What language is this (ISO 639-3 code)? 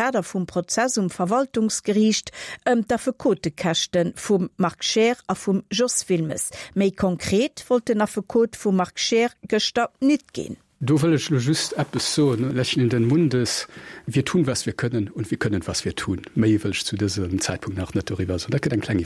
ltz